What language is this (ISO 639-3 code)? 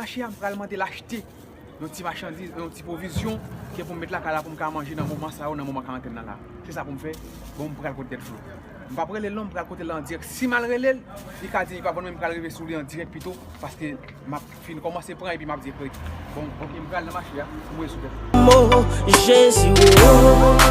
hat